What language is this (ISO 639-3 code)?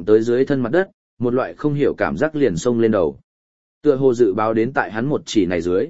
vie